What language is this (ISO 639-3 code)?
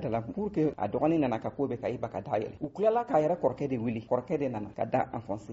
bam